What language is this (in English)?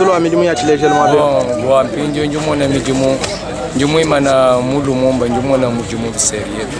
Luba-Lulua